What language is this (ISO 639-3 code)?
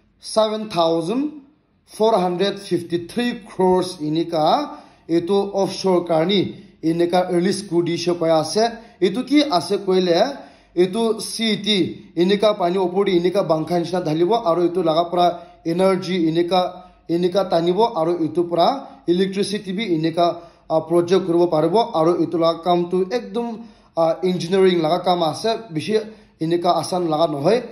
nag